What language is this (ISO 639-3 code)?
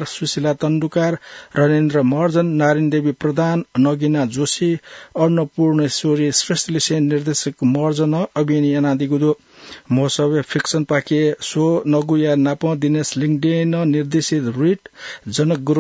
new